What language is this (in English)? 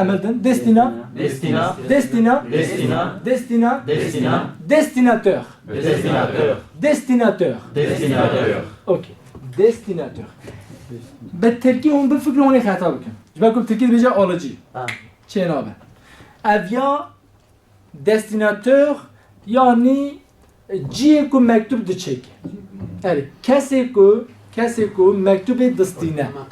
Kurdish